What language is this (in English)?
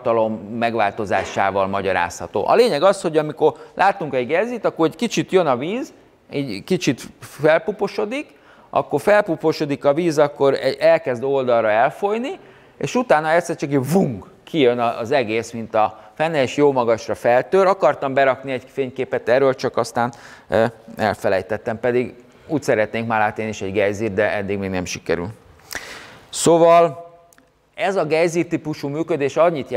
Hungarian